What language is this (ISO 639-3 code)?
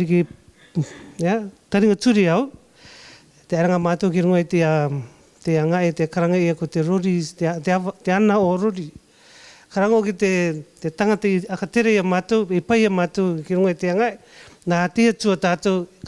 rar